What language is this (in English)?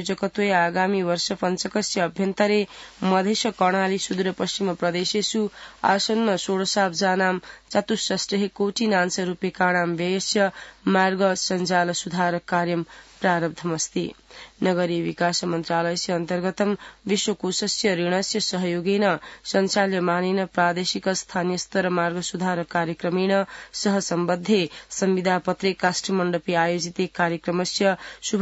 Sanskrit